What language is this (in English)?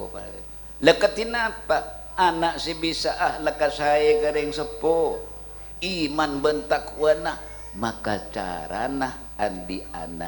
Madurese